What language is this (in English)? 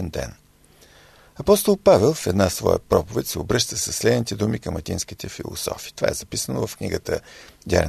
Bulgarian